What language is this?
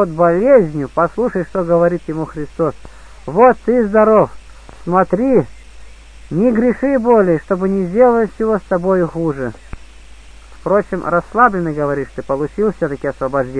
Russian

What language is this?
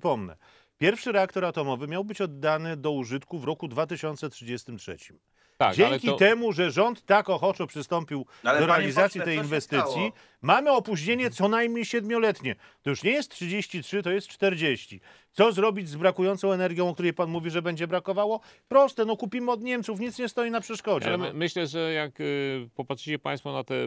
Polish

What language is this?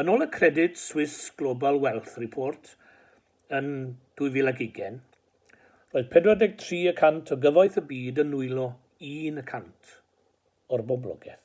Welsh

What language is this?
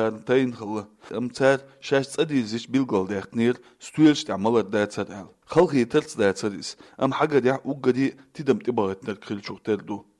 Chechen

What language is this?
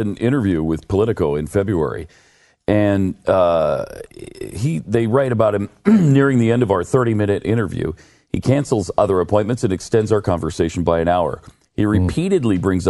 English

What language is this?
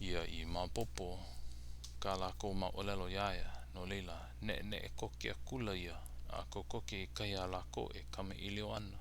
Hawaiian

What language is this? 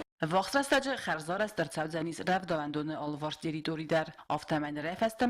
Ossetic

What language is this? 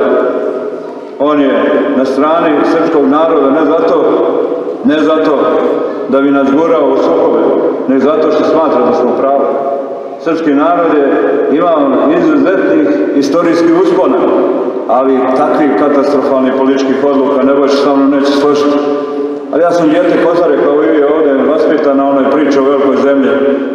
Serbian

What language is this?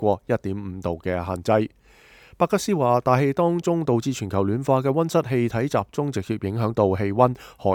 Cantonese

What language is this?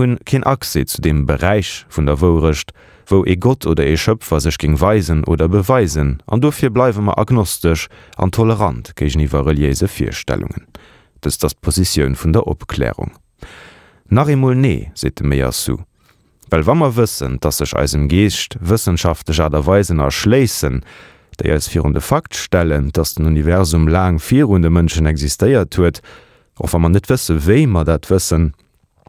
Luxembourgish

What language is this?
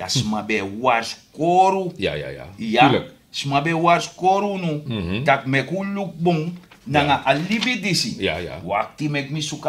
Sranan Tongo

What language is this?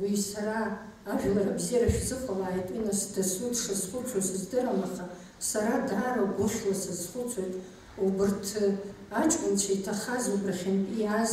Abkhazian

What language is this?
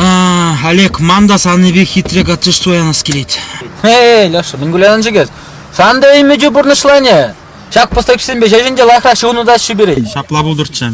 Chuvash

